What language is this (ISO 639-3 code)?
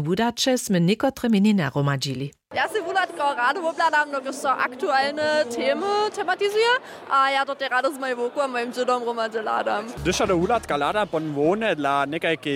hsb